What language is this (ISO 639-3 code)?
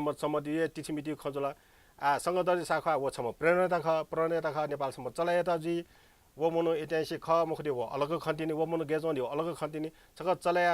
new